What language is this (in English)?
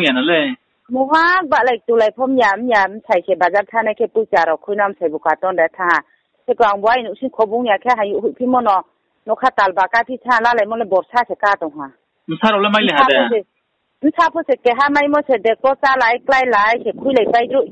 Riang (India)